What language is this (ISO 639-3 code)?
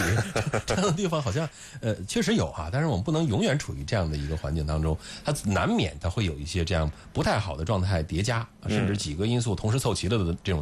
zho